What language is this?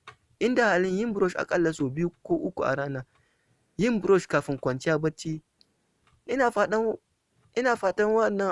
Hausa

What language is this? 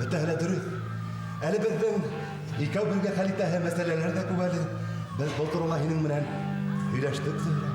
Bashkir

